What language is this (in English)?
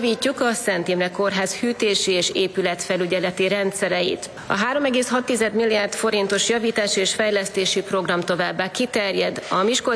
Hungarian